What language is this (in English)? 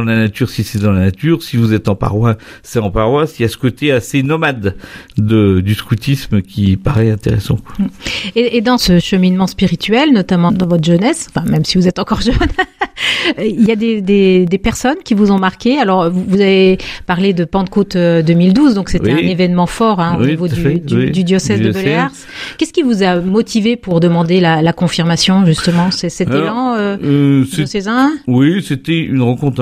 French